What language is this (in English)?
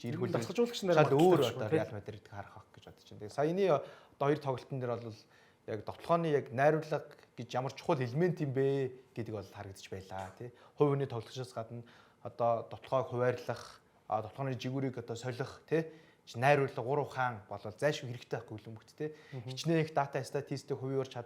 Mongolian